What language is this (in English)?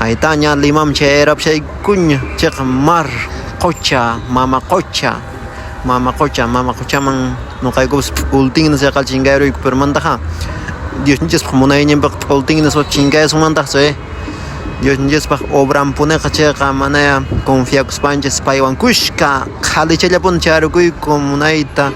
Quechua